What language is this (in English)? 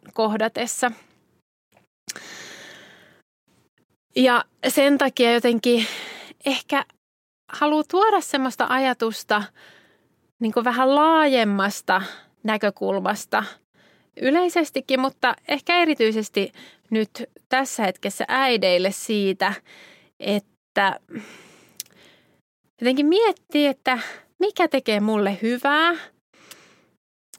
Finnish